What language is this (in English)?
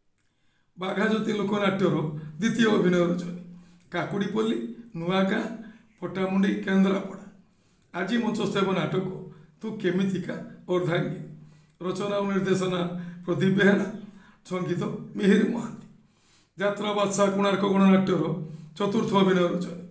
Odia